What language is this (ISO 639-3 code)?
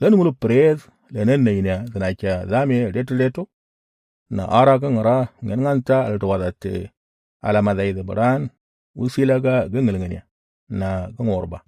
mor